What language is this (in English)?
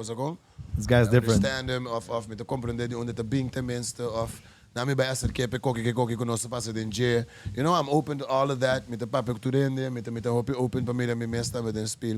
Papiamento